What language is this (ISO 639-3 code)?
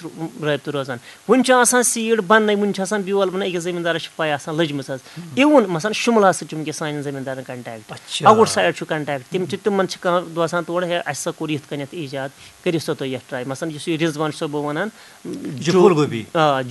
kas